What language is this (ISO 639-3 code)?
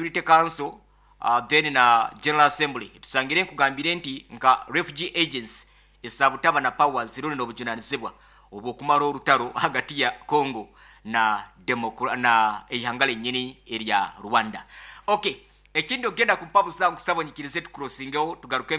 nyn